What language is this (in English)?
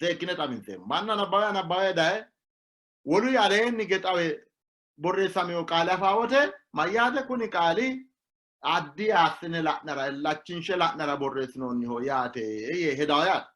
Sidamo